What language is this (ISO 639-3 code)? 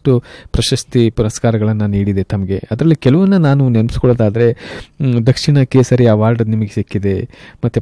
kan